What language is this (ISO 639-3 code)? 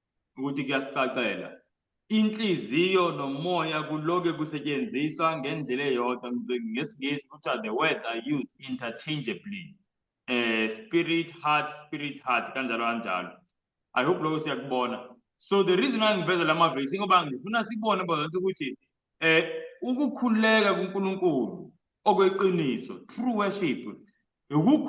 zul